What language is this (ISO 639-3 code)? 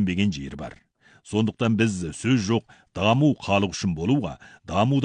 kaz